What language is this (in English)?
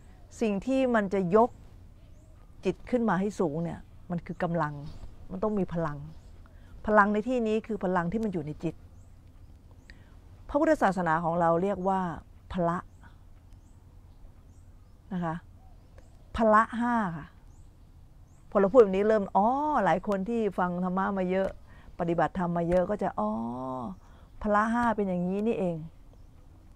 Thai